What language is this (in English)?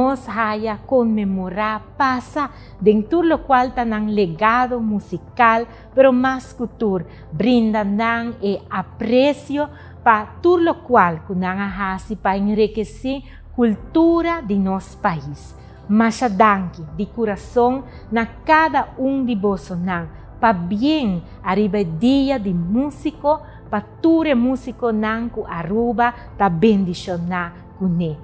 Papiamento